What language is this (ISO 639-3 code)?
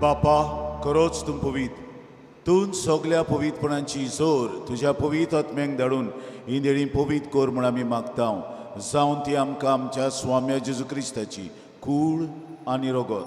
kok